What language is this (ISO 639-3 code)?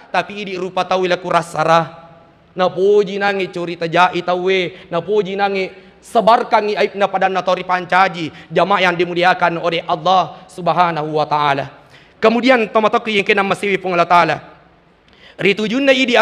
bug